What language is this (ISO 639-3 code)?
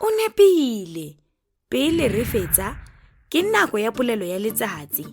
tsn